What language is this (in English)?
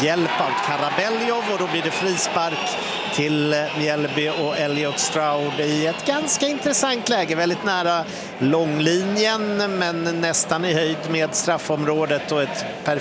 Swedish